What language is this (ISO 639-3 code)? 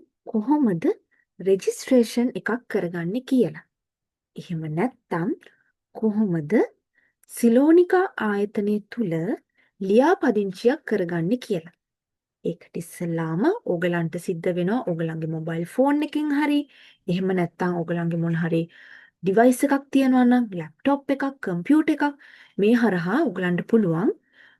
sin